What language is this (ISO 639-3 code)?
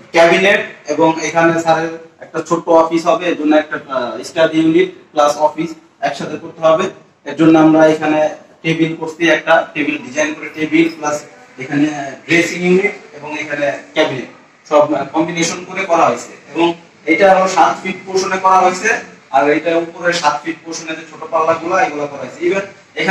ben